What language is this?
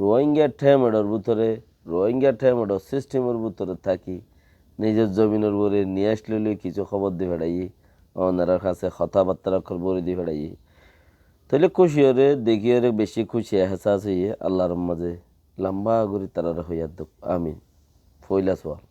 Rohingya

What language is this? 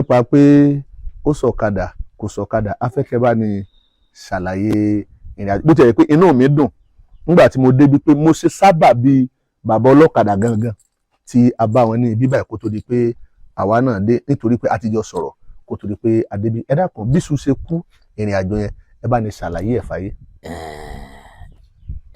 Yoruba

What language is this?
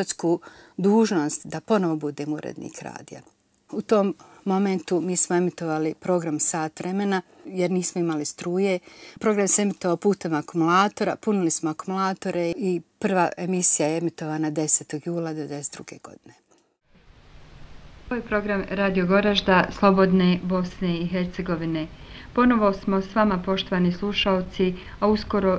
Bosnian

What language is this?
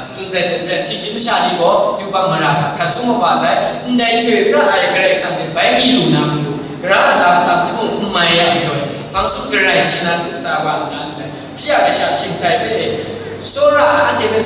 Kachin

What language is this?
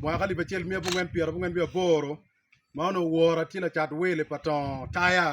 Acoli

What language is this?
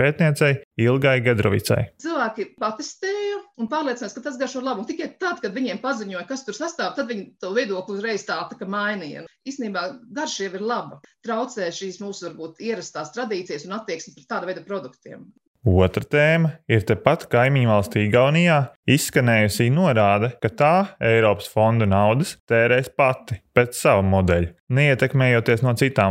Latvian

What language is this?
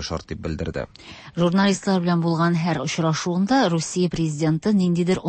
Tatar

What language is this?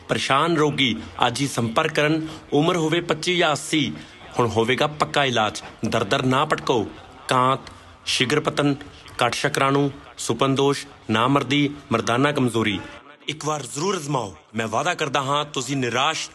Punjabi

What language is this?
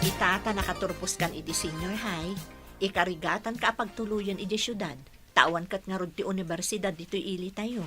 Iloko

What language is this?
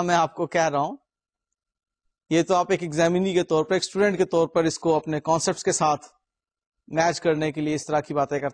Urdu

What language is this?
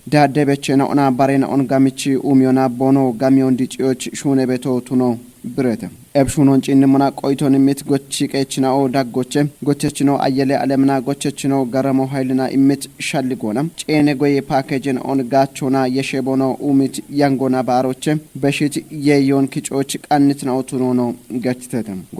Kafa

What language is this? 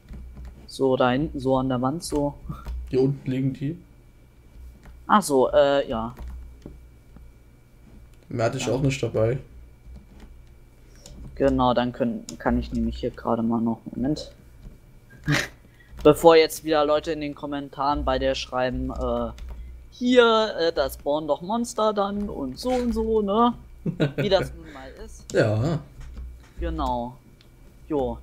German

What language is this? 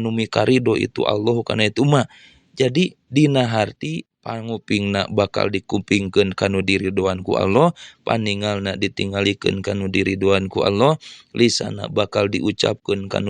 Sundanese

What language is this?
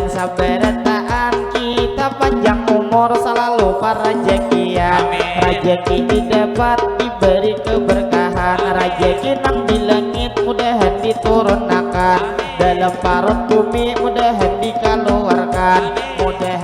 Banjar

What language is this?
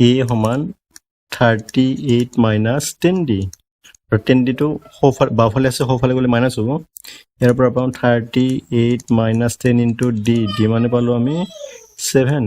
Assamese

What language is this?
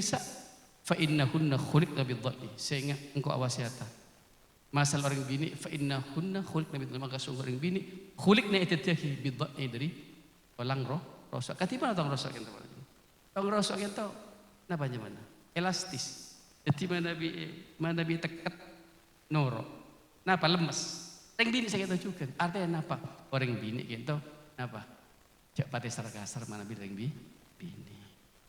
Madurese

